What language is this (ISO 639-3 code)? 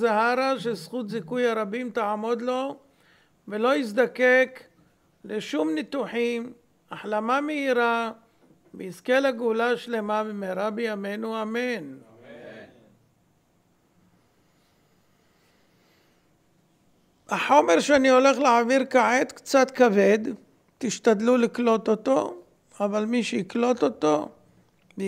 heb